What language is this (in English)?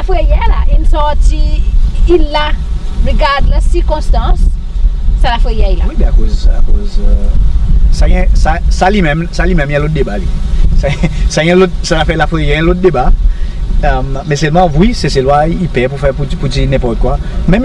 Seselwa Creole French